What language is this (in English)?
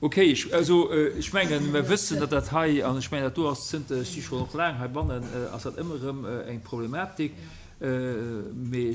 Luxembourgish